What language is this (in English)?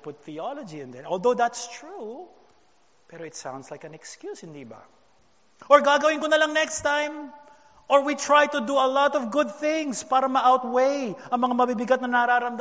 Filipino